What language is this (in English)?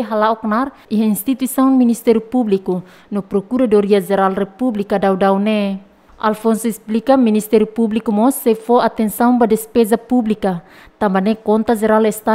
Tetum